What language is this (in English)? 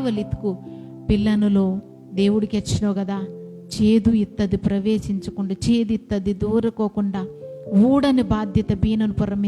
Koya